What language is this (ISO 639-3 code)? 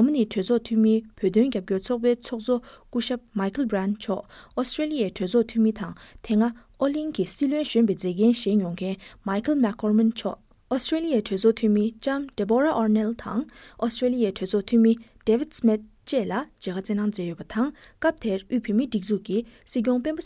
bod